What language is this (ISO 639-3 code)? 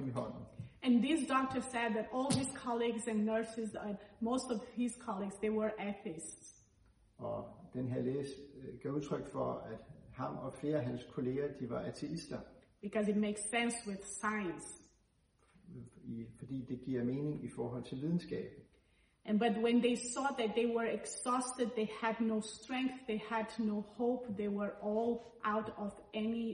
dan